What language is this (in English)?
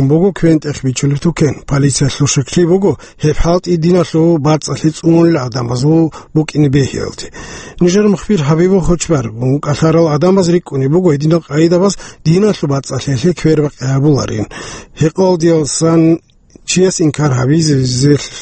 Avaric